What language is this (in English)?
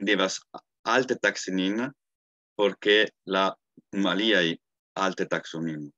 Esperanto